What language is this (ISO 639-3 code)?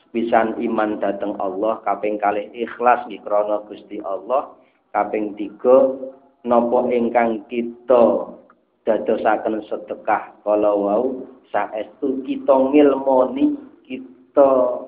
jav